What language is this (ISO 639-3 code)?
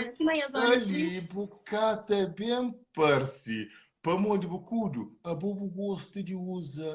kea